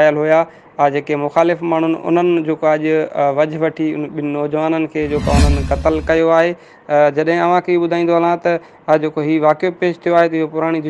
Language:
Sindhi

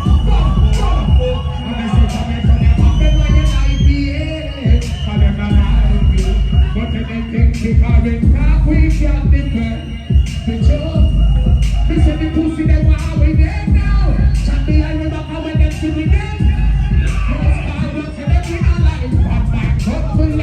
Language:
Jamaican Creole English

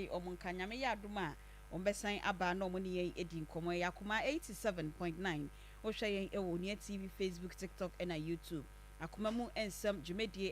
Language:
Akan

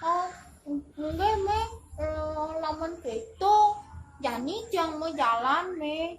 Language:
Balinese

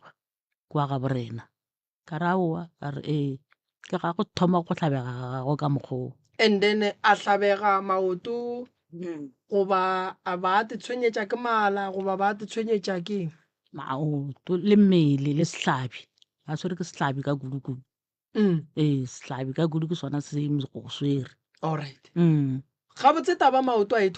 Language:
Northern Sotho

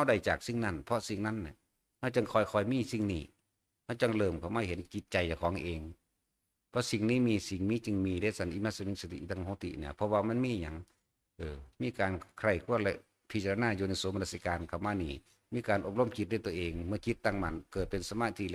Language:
Northeastern Thai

